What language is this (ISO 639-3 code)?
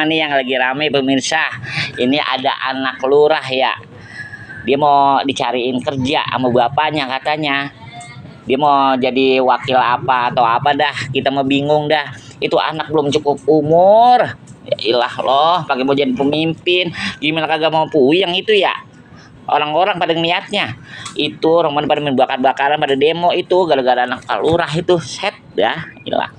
bew